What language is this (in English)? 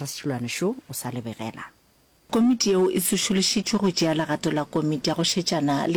Northern Sotho